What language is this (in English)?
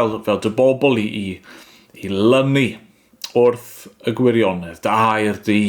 Welsh